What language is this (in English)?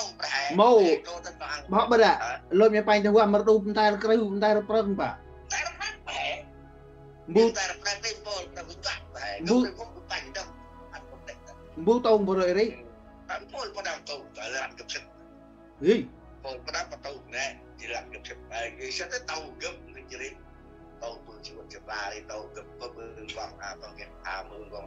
Central Mnong